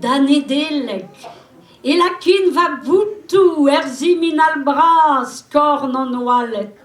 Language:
Breton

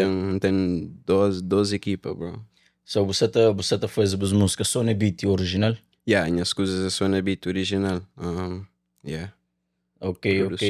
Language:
Kabuverdianu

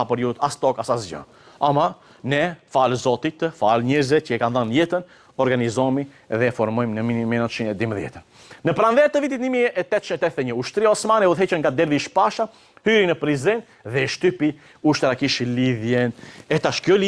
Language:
Albanian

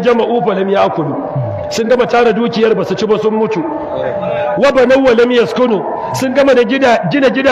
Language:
Hausa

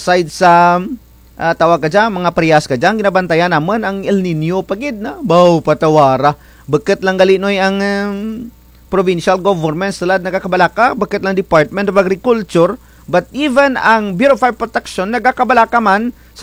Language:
Kinaray-a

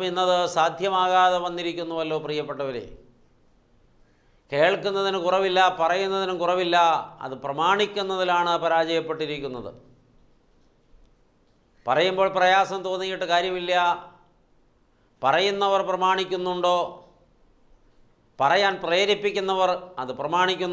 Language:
Malayalam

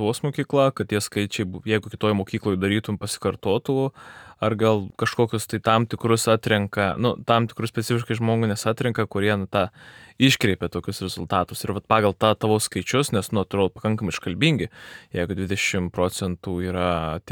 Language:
Lithuanian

